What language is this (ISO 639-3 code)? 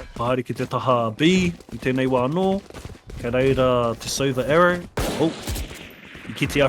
mri